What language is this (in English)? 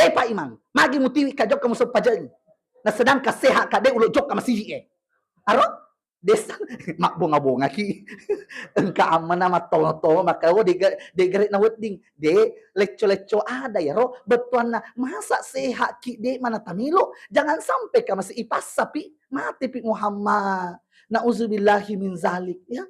Buginese